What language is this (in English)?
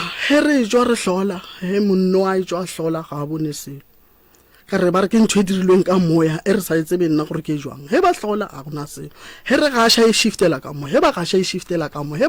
Northern Sotho